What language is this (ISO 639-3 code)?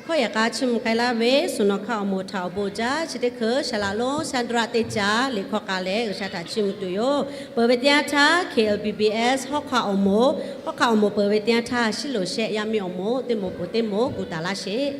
lhu